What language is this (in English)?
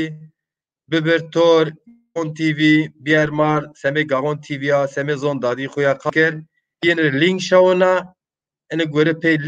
Zaza